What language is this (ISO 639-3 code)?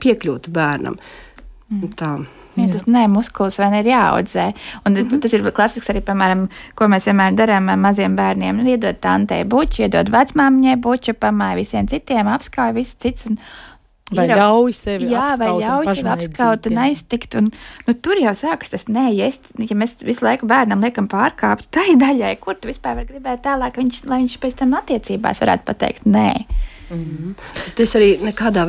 lav